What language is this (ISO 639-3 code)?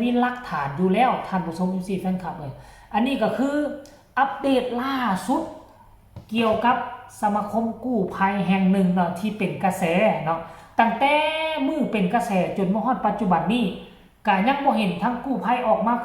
tts